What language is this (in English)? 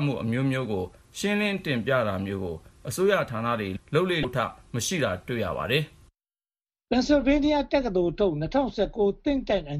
Burmese